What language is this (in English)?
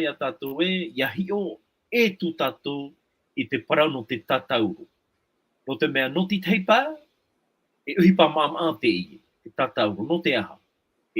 Tahitian